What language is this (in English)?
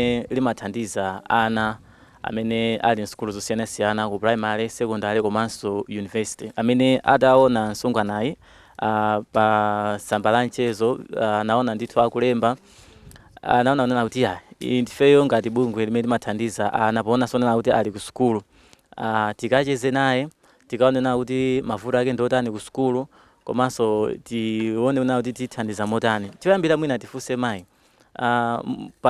Nyanja